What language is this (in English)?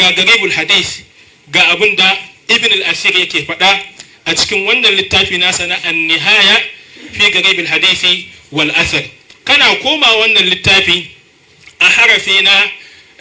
Hausa